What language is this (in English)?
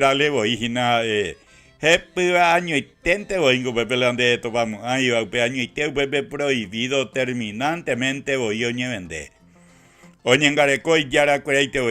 Guarani